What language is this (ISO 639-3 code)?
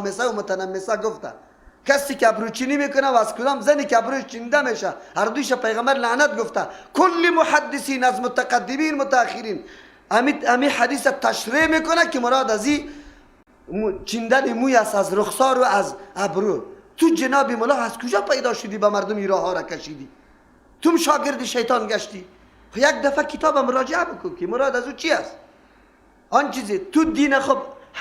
fas